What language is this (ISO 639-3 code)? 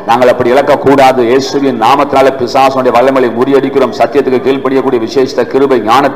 tam